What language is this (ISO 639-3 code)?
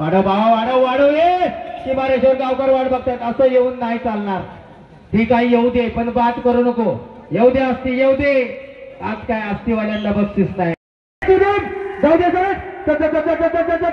mar